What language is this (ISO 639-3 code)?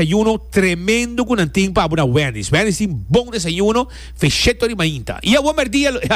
pap